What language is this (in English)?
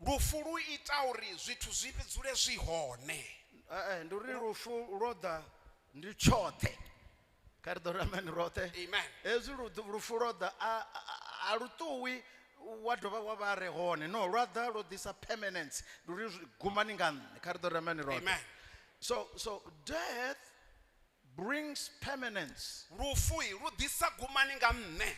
Venda